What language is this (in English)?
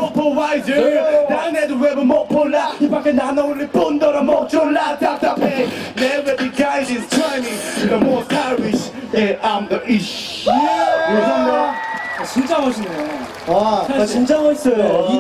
Korean